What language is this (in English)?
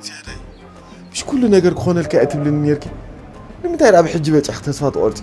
Tigrinya